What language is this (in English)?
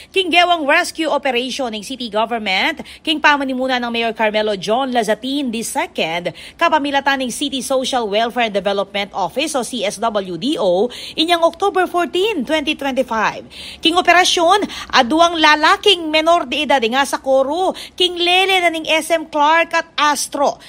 Pampanga